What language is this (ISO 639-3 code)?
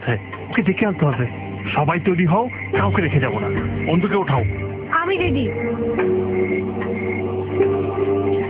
ben